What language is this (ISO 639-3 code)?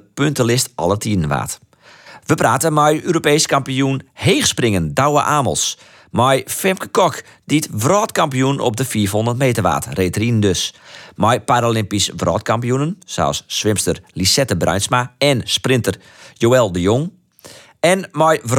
fry